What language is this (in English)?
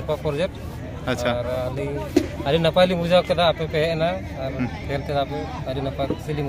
Santali